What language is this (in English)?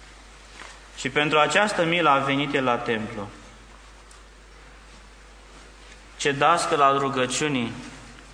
Romanian